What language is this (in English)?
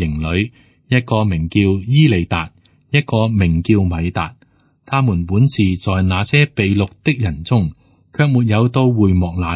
Cantonese